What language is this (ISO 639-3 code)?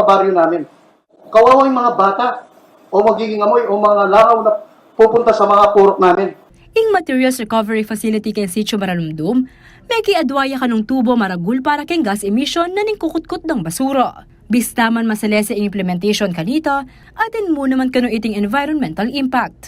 pam